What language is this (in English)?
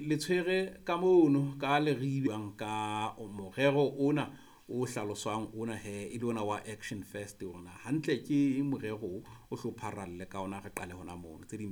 Southern Sotho